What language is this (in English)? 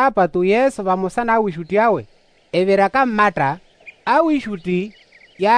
Makhuwa